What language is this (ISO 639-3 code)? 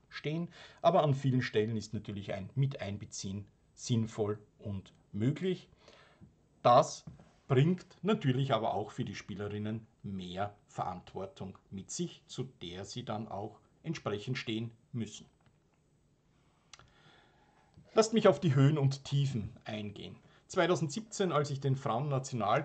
deu